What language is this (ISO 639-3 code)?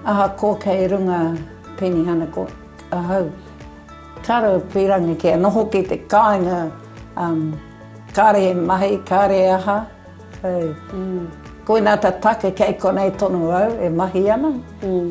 mri